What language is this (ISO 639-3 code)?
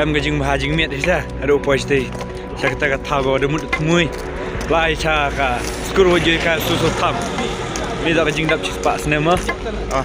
kha